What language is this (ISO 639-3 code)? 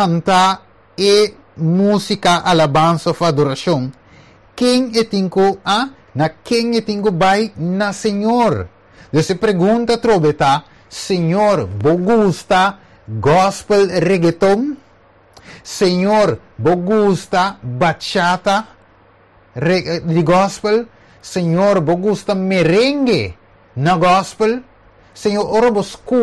pap